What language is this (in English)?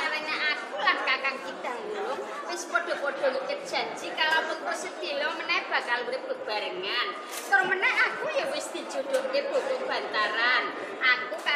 Javanese